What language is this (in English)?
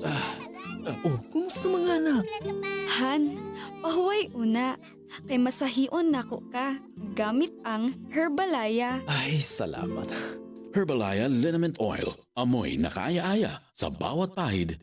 Bikol